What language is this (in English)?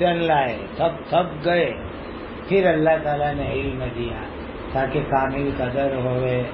Urdu